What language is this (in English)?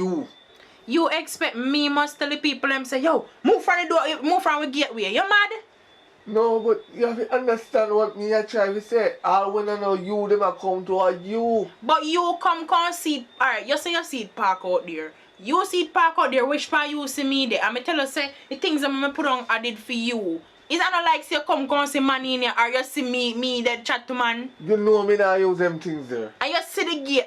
Jamaican Creole English